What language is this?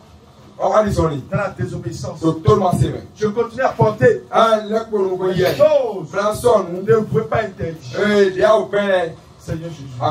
French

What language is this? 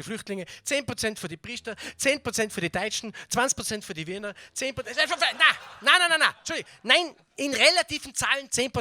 Bavarian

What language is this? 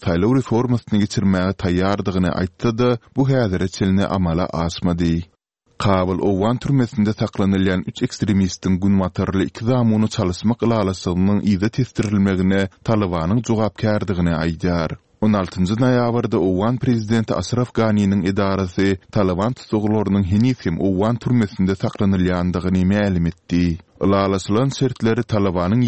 Turkmen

